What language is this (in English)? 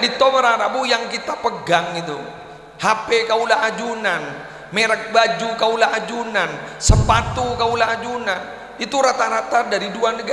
Madurese